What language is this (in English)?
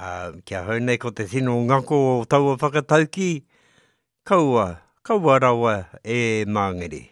Māori